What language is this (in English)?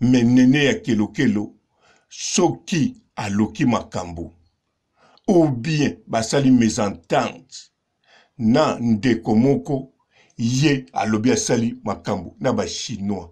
Lingala